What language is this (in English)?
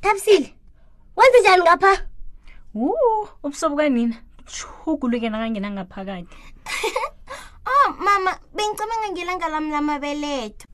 South Ndebele